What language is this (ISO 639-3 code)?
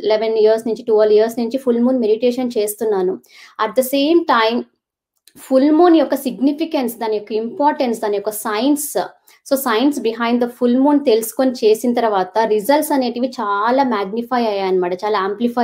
tel